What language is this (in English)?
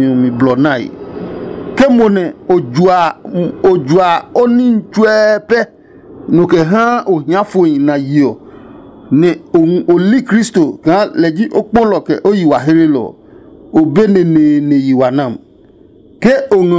Adangme